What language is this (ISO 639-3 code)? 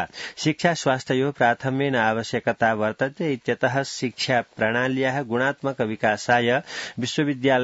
san